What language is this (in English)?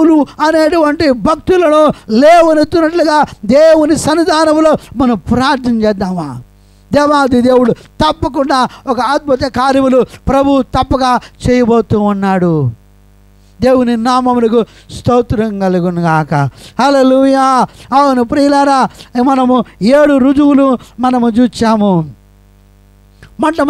Telugu